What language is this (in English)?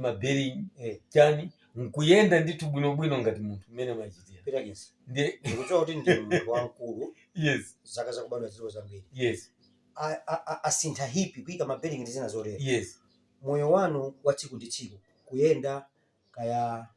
Nyanja